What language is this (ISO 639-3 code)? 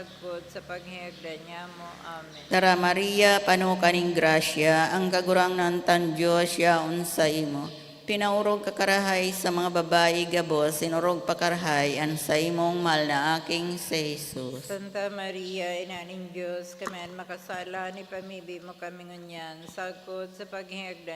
bik